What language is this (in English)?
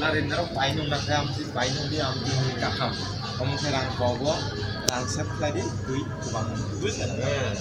Kok Borok